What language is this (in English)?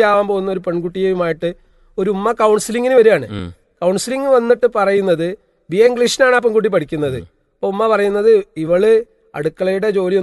Malayalam